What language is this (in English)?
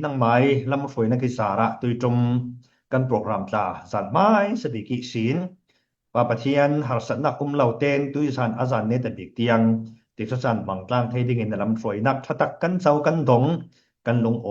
Falam Chin